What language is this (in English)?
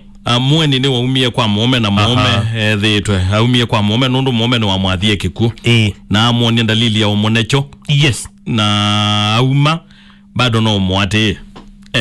Kamba